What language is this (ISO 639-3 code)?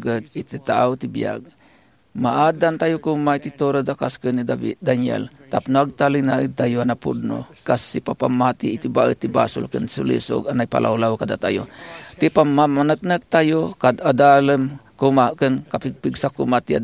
ilo